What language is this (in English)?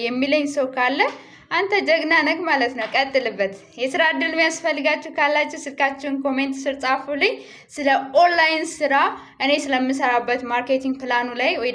Amharic